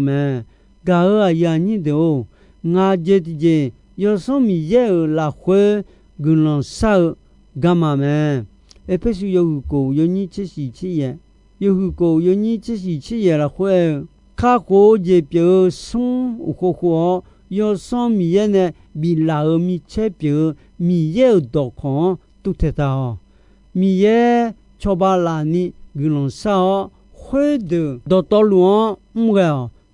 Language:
Akha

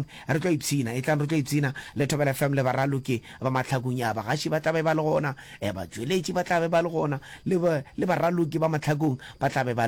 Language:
Northern Sotho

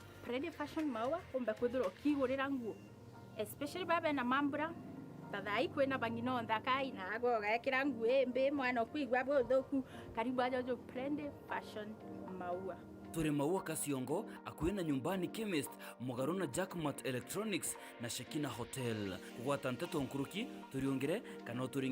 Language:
Meru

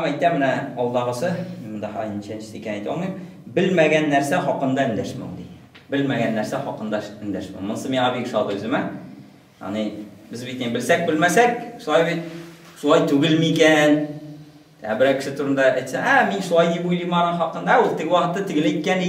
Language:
Tatar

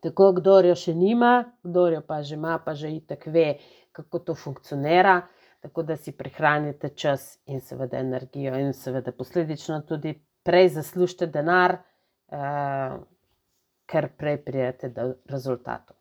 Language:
Slovenian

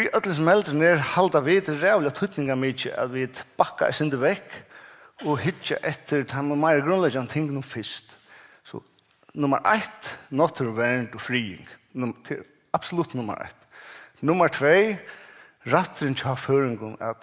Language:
Faroese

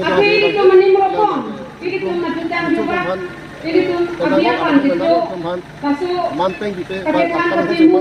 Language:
Karbi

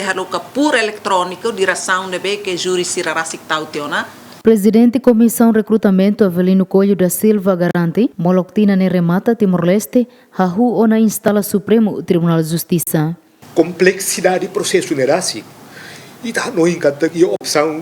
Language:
Tetum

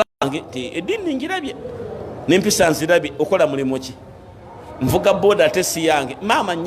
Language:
Ganda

